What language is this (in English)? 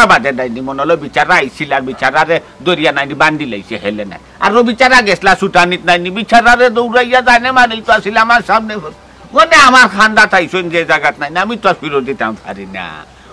Sylheti